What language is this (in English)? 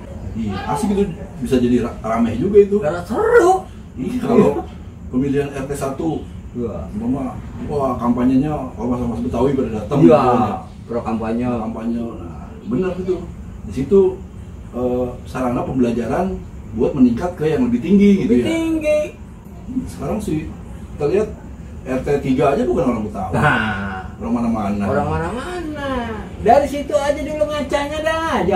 Betawi